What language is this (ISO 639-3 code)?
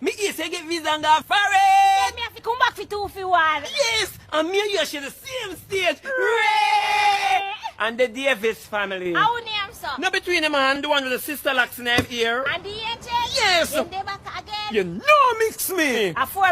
jam